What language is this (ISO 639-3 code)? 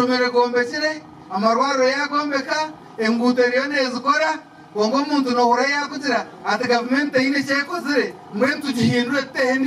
nyn